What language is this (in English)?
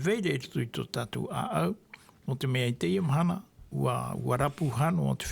Tahitian